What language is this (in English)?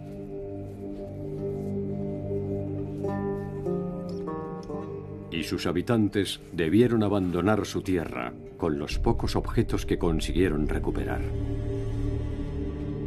Spanish